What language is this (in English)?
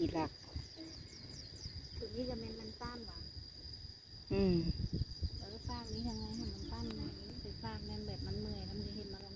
Lao